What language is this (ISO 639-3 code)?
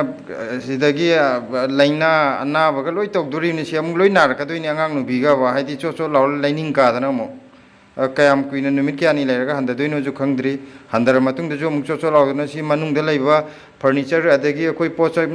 mni